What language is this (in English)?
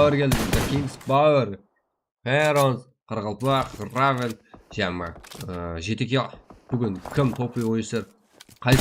Kara-Kalpak